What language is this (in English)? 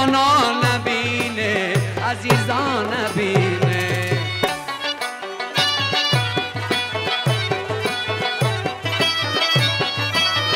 Persian